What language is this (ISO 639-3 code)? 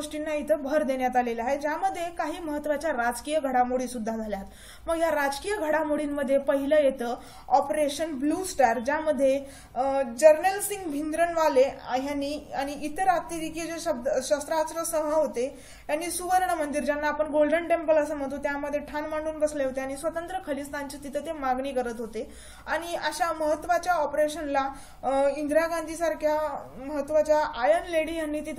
mar